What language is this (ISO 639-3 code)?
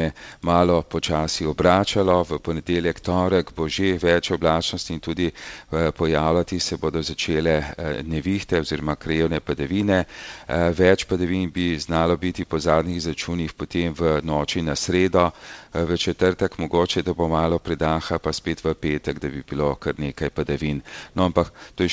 slv